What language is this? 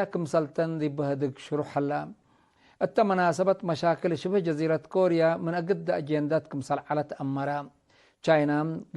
Tigre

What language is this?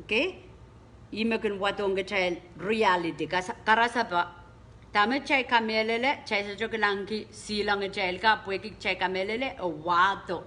Pohnpeian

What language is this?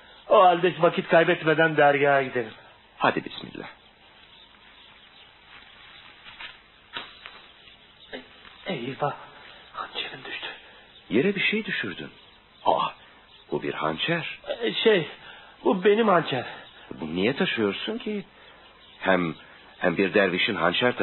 Turkish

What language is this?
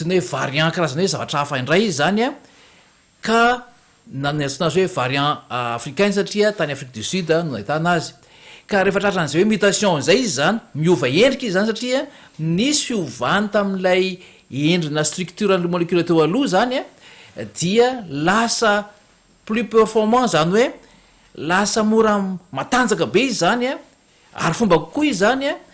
Malagasy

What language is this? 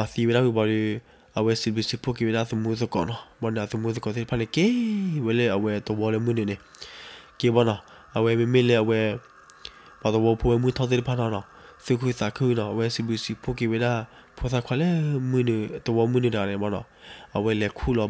S'gaw Karen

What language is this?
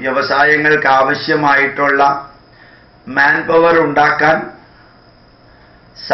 Malayalam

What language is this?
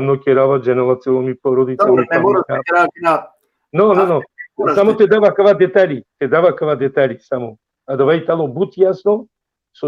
Balkan Romani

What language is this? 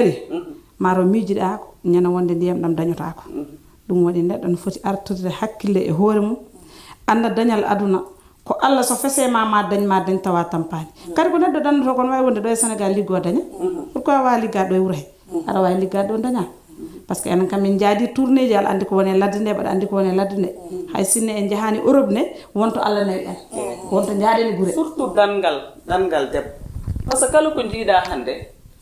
Fula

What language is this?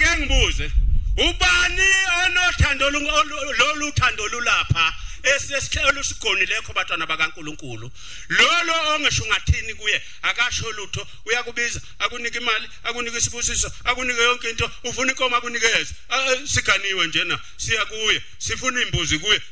Zulu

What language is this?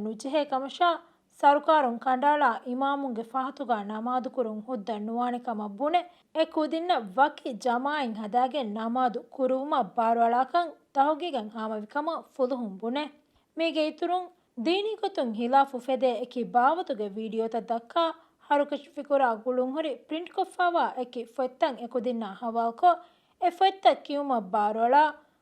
Divehi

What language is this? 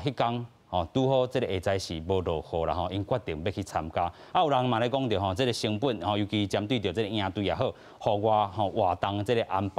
Min Nan Chinese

